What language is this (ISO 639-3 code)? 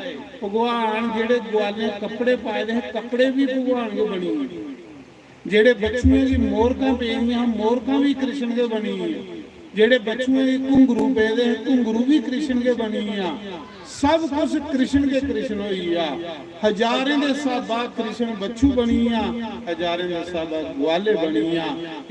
doi